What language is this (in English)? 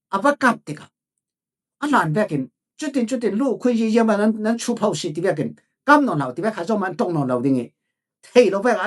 Falam Chin